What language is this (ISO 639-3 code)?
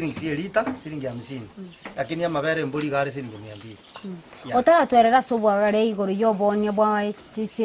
guz